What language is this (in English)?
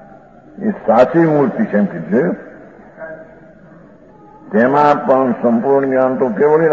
Gujarati